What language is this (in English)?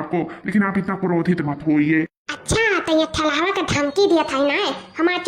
Awadhi